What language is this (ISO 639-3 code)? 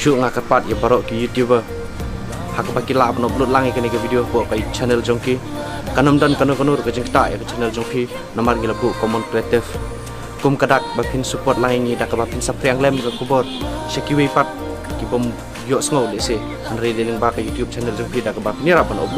kha